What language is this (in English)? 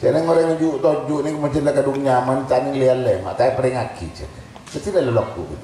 Madurese